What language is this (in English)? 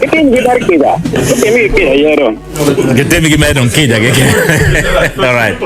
Acoli